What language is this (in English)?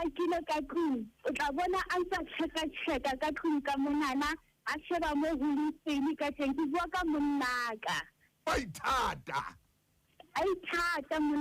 Southern Sotho